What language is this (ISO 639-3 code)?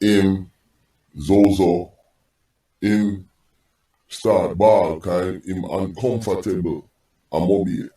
jam